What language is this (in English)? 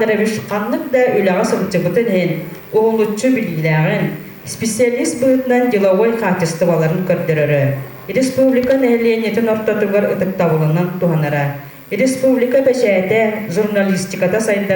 Yakut